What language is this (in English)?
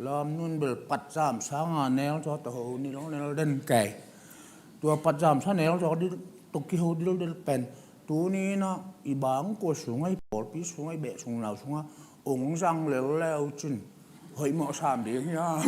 Tedim Chin